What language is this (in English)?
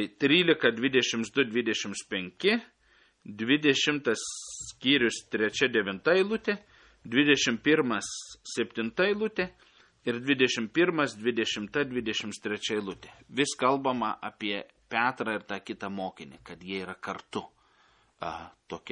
Lithuanian